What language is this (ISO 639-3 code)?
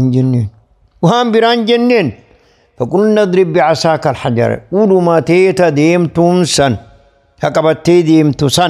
orm